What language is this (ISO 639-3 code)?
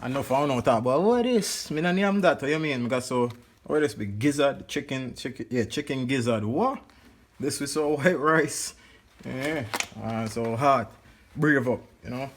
jam